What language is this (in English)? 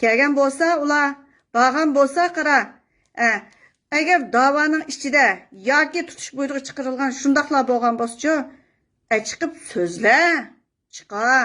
Uyghur